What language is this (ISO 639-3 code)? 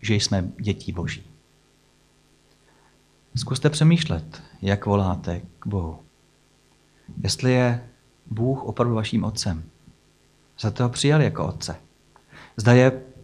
ces